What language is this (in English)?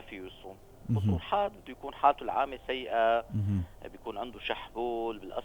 North Levantine Arabic